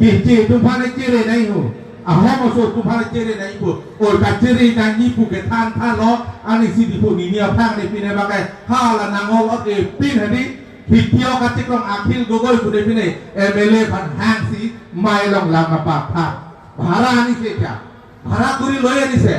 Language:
Karbi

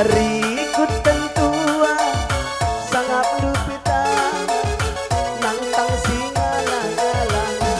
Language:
Batak Karo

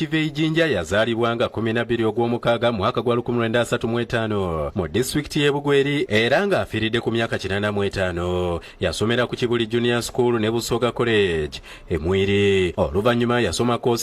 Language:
Ganda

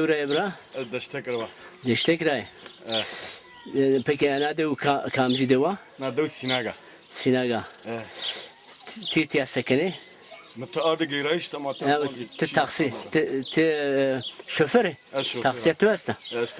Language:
Zaza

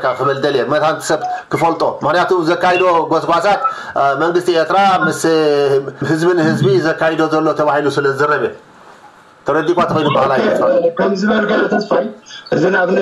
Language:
Tigrinya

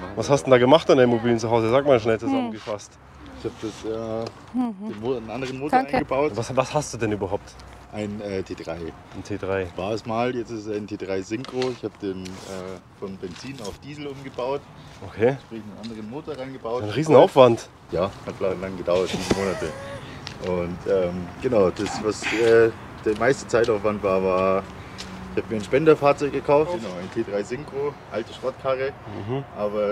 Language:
German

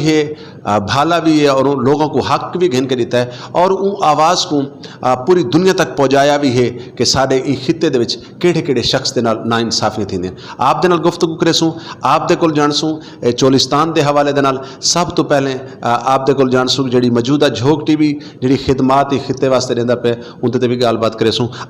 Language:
Saraiki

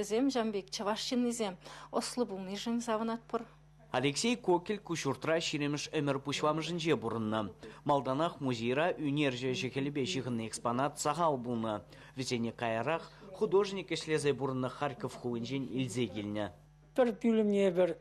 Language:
Chuvash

